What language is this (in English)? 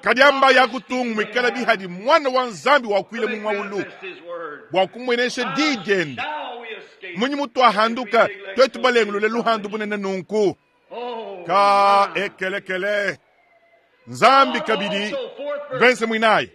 Luba-Lulua